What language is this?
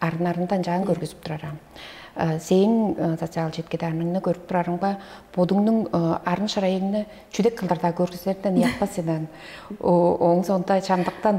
Tuvinian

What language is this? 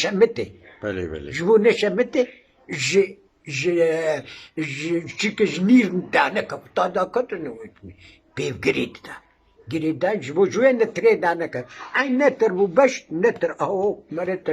Kurdish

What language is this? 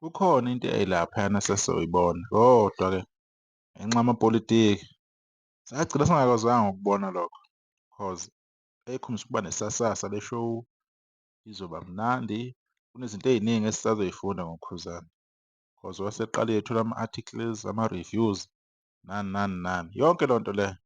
Zulu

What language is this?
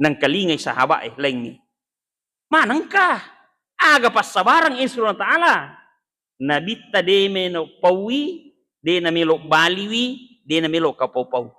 Buginese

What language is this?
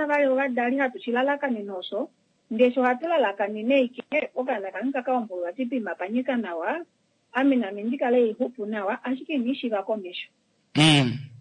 Kuanyama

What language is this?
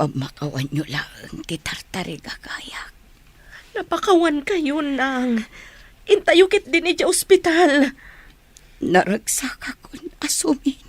Iloko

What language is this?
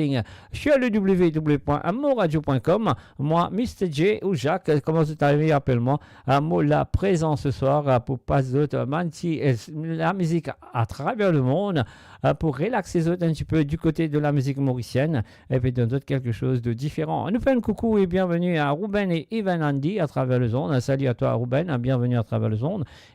Morisyen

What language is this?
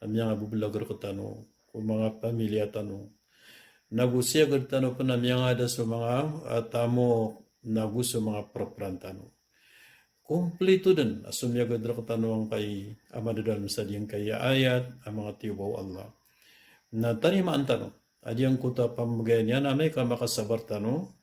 Maranao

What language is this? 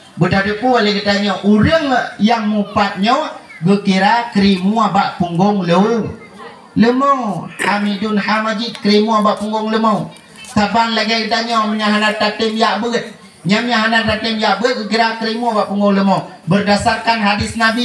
Achinese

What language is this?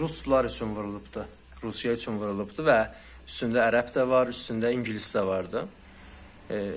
South Azerbaijani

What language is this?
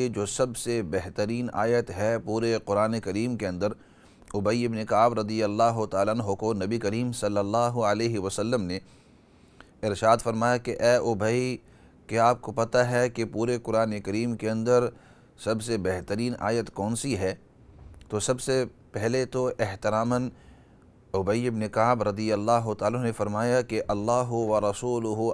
Urdu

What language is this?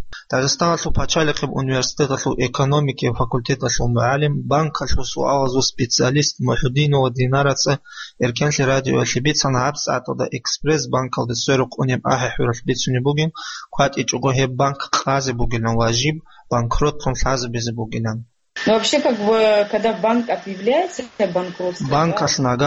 Avaric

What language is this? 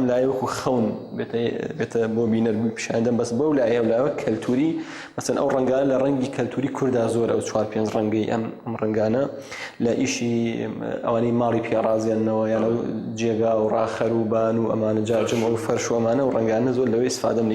Central Kurdish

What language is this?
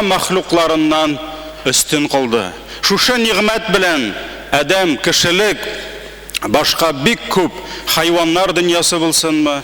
Tatar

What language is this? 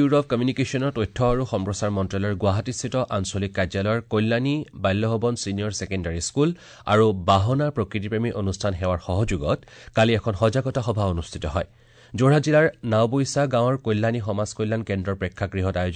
Assamese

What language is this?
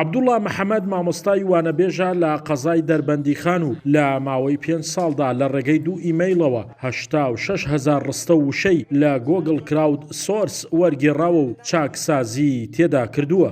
Central Kurdish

